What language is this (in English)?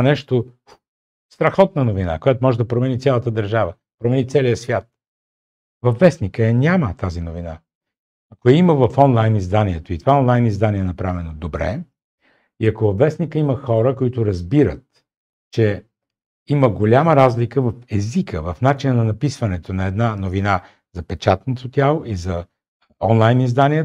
Bulgarian